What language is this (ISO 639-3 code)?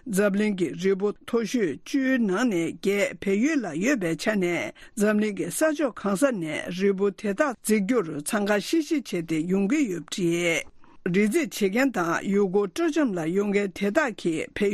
bod